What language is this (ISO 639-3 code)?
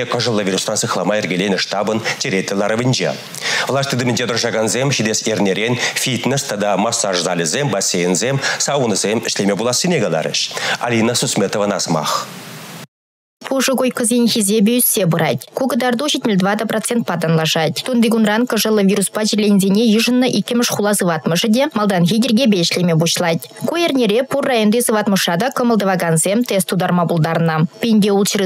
chv